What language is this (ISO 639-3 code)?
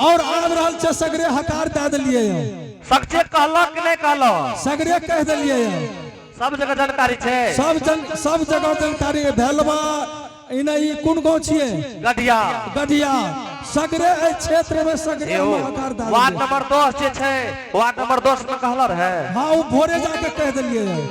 anp